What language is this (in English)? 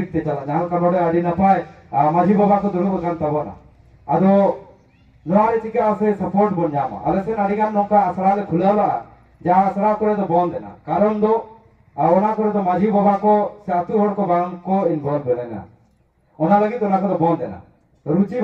Santali